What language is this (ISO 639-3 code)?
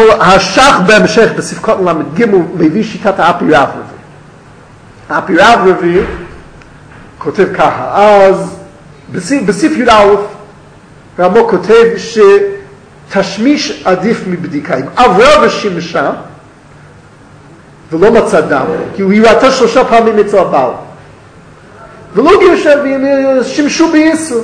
heb